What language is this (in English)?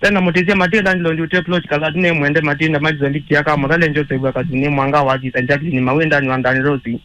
Kamba